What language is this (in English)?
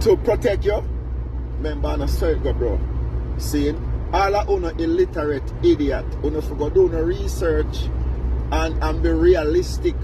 Jamaican Creole English